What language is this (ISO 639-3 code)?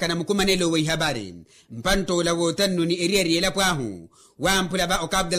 vmw